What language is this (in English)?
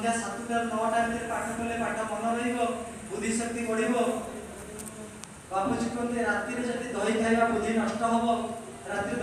Odia